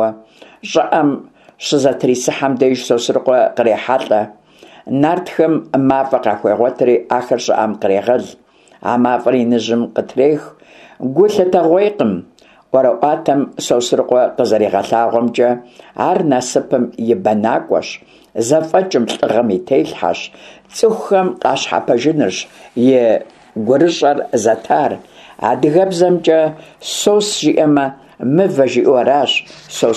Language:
Kabardian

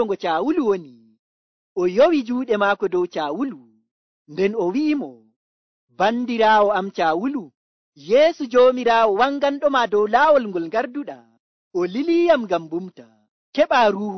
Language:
Nigerian Fulfulde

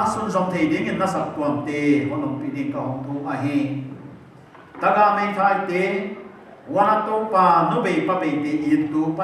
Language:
Paite Chin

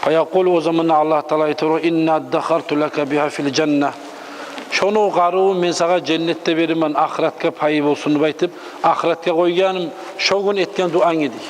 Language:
Kumyk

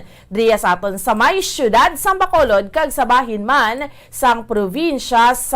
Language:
Hiligaynon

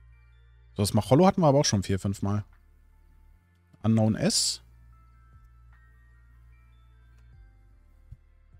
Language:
German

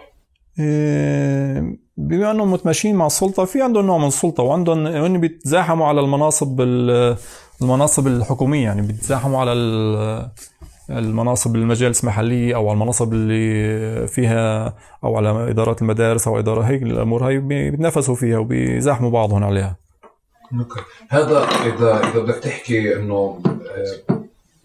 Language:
North Levantine Arabic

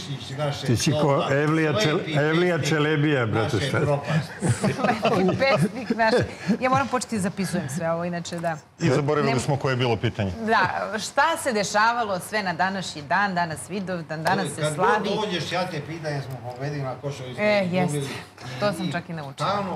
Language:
Serbian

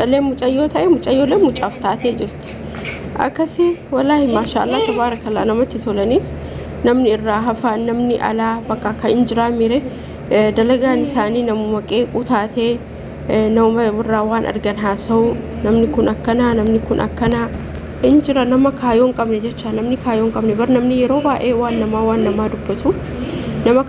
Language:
Oromo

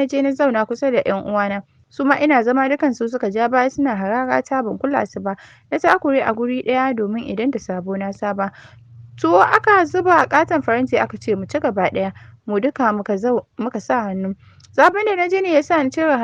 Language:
Hausa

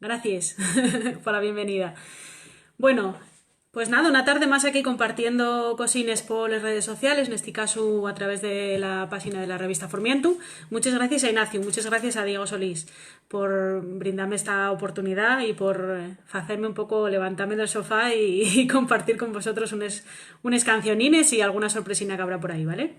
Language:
Asturian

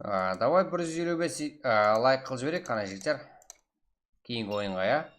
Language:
Kara-Kalpak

